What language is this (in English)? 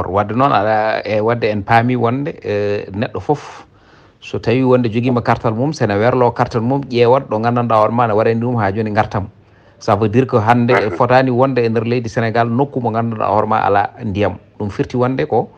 Fula